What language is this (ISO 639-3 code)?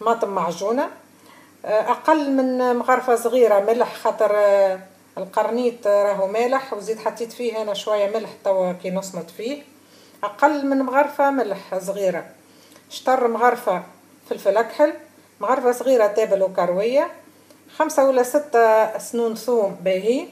aeb